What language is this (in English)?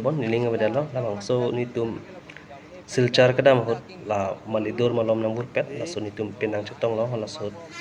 Karbi